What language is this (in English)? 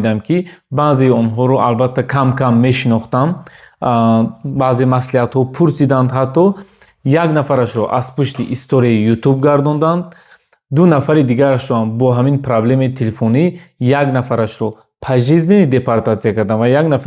Tajik